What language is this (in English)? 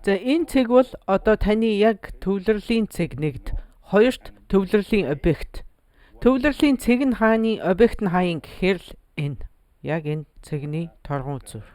Mongolian